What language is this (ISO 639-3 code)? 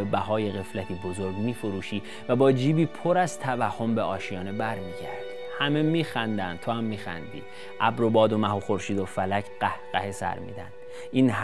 fas